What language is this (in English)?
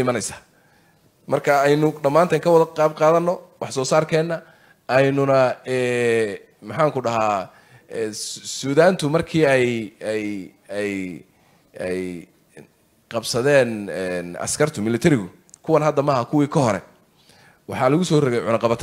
Somali